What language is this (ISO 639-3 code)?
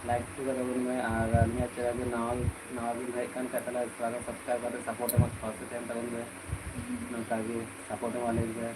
sat